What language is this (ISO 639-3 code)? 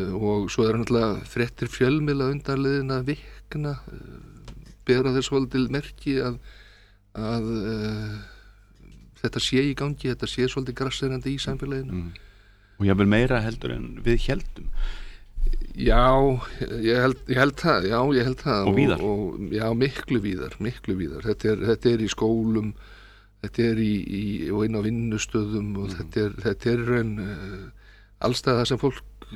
isl